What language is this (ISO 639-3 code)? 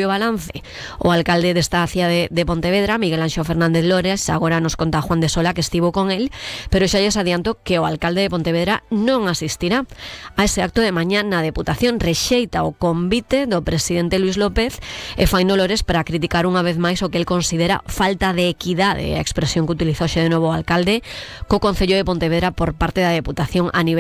glg